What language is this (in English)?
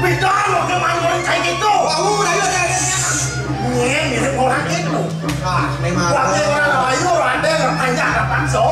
Balinese